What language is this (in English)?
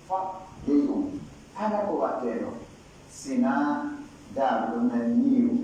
Pular